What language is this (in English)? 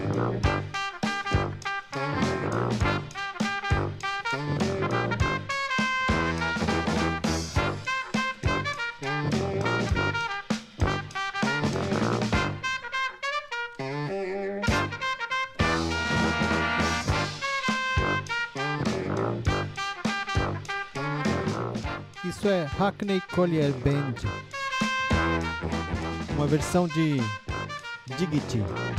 Portuguese